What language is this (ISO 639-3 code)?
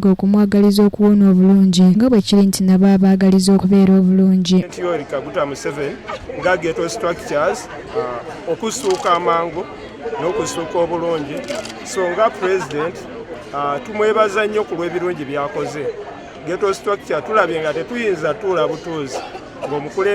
lug